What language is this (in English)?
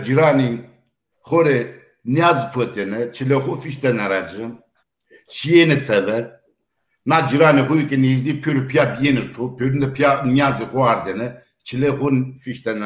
Zaza